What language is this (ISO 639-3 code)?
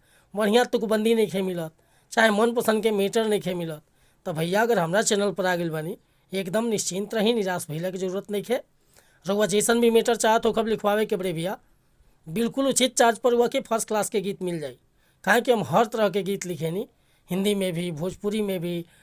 bho